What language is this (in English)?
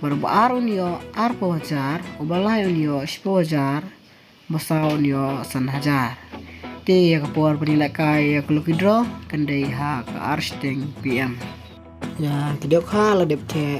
Khasi